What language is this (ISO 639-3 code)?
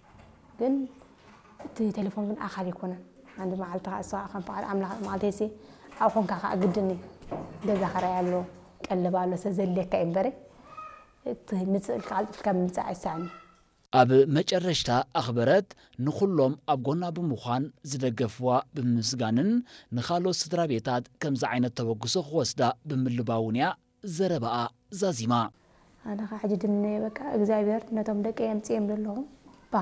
tir